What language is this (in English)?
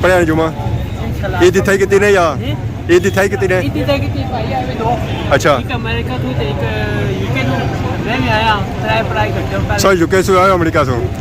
Pahari-Potwari